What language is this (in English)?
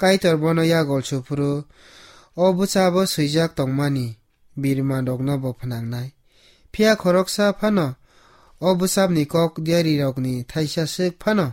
Kok Borok